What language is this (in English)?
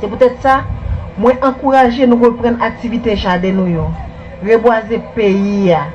Haitian Creole